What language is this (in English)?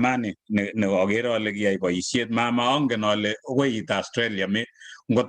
Kalenjin